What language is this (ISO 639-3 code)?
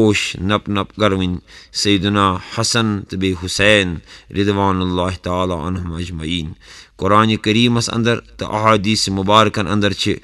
kas